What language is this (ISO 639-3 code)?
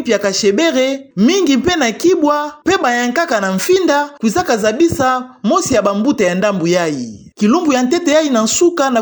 ktu